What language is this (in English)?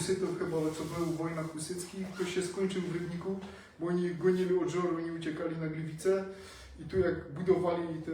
Silesian